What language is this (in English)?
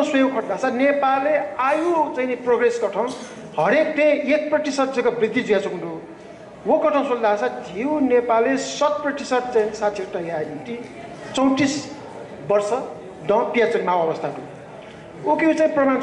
Newari